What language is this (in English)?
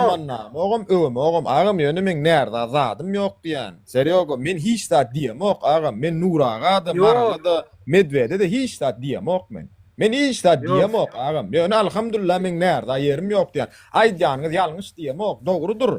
Turkmen